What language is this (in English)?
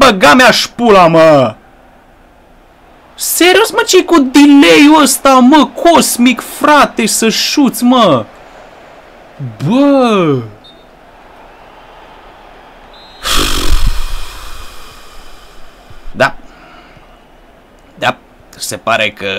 Romanian